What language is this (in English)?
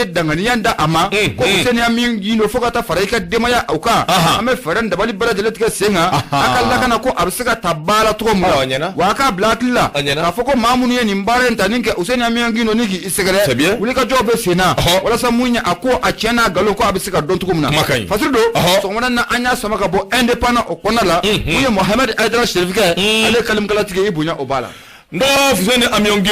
Bambara